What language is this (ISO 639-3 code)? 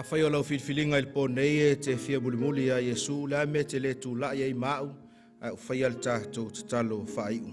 smo